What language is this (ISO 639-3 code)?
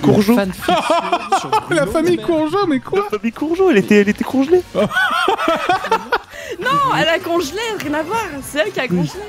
fra